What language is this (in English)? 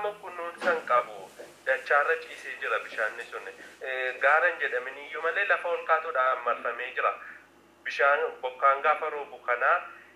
Oromo